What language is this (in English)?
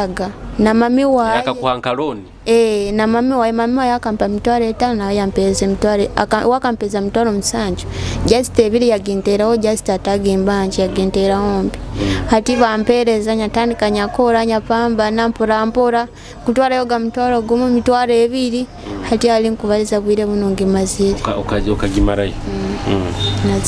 Nyoro